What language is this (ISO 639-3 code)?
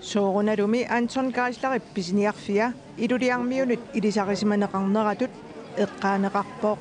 kal